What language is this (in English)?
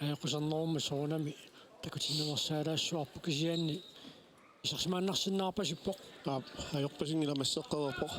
Kalaallisut